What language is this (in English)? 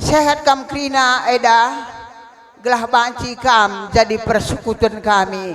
Batak Karo